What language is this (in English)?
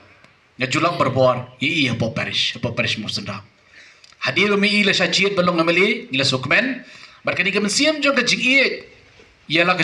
Khasi